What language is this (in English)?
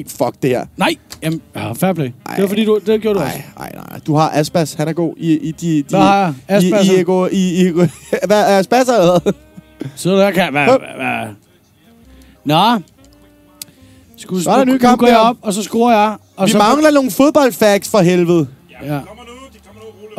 Danish